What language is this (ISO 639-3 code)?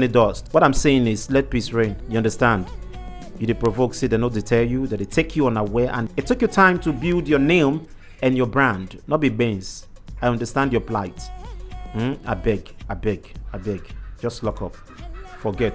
pcm